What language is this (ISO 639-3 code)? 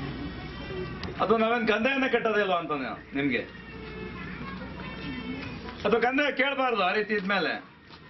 kan